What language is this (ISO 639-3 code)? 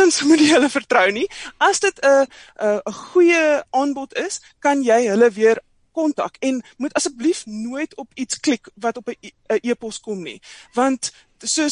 afr